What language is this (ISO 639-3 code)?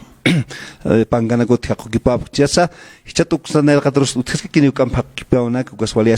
aym